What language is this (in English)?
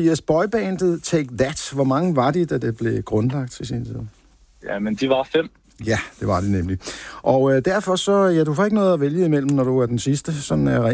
Danish